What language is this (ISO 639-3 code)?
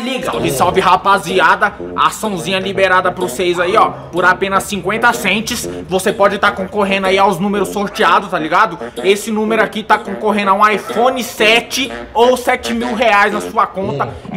por